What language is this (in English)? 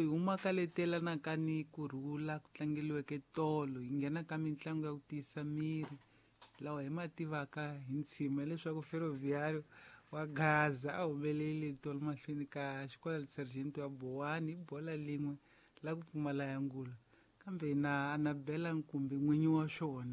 Tsonga